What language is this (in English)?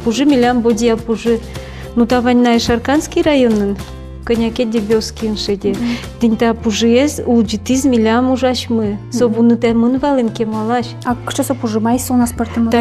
Udmurt